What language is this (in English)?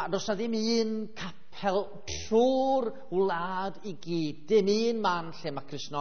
Welsh